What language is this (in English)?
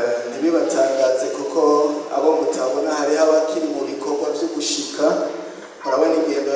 Rundi